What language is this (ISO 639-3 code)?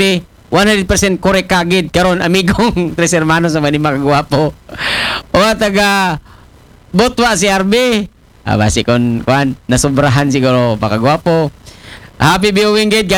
akl